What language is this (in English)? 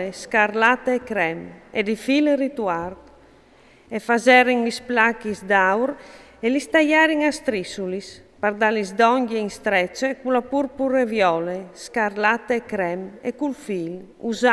Friulian